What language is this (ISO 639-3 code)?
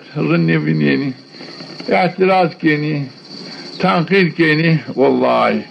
zza